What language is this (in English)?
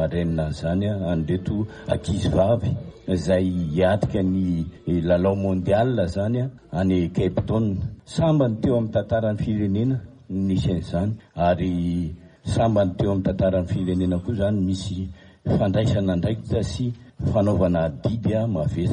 Malagasy